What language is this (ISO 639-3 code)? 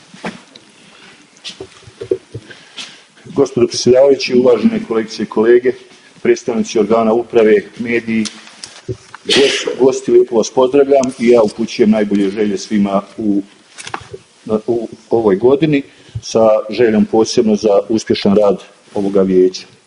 bos